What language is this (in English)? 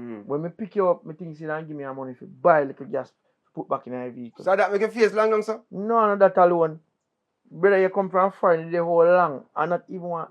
Jamaican Creole English